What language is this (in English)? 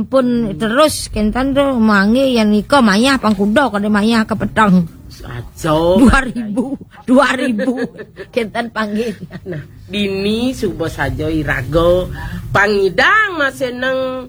Balinese